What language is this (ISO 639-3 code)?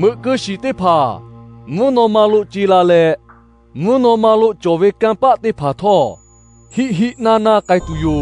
lhu